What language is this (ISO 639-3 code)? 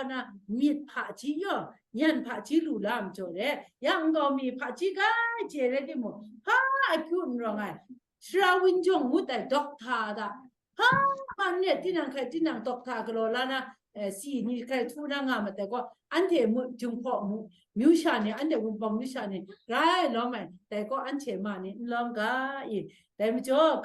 kac